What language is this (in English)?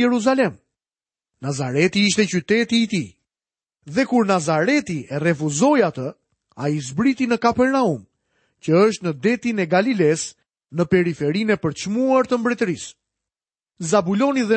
Albanian